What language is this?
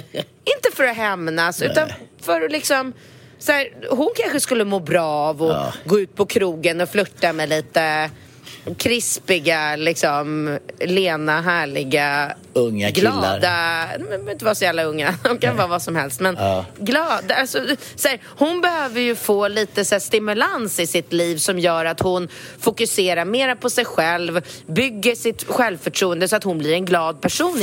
Swedish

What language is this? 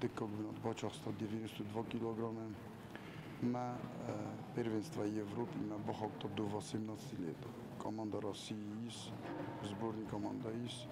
Ossetic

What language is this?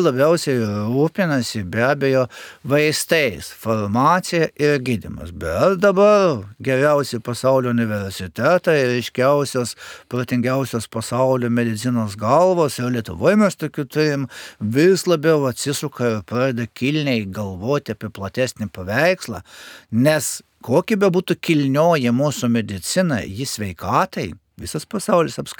Lithuanian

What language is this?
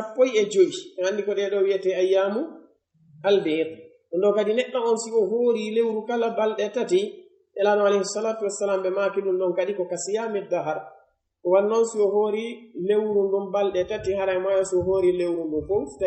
Pular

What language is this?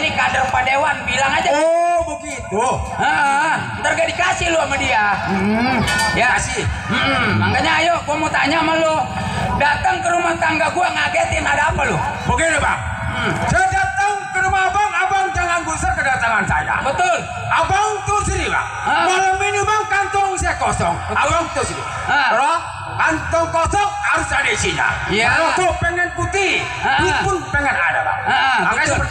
Betawi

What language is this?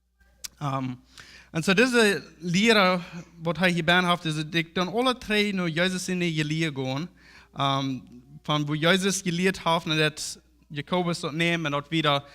Plautdietsch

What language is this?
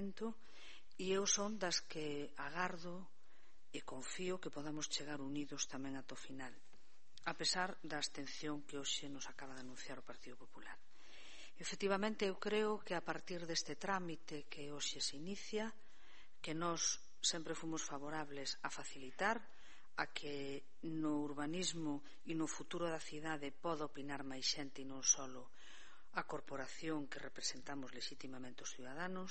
Galician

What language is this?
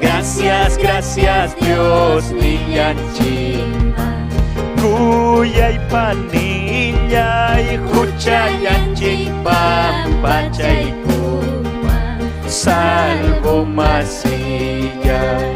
Ayacucho Quechua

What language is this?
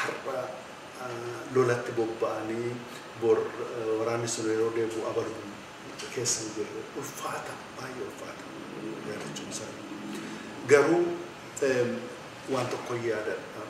Oromo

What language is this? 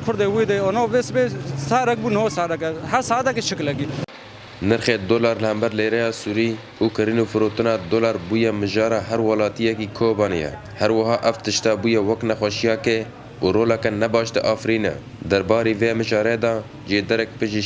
Kurdish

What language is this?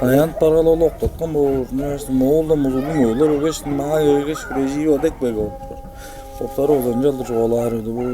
Tuvinian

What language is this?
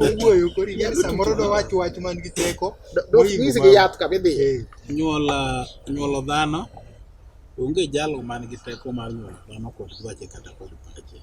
Luo (Kenya and Tanzania)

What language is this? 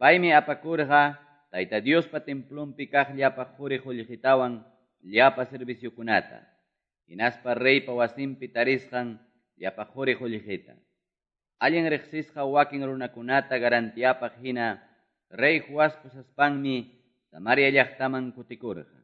Quechua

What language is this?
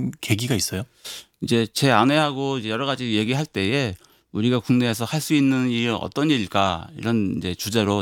Korean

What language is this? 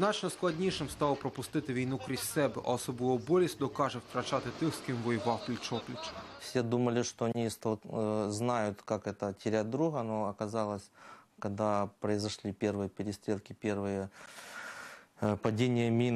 Ukrainian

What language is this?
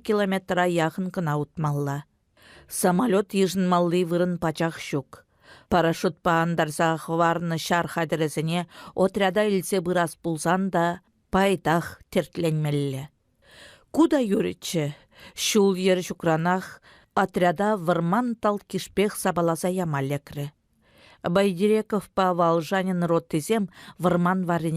Chuvash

